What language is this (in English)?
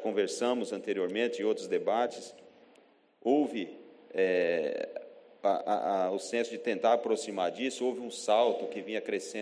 Portuguese